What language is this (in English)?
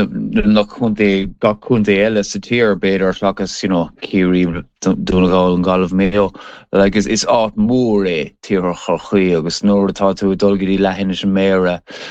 Irish